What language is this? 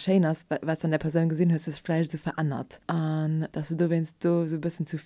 Luxembourgish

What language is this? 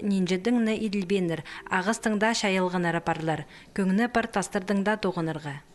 Khakas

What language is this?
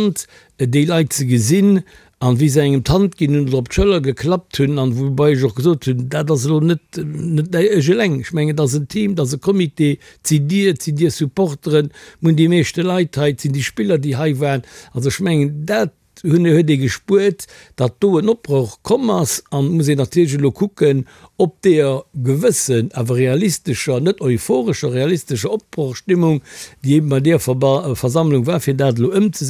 Luxembourgish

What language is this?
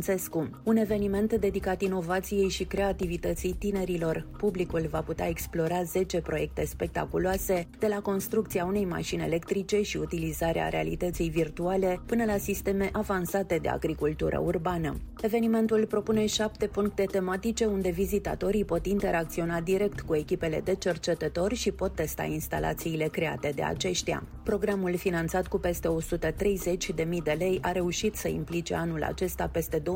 Romanian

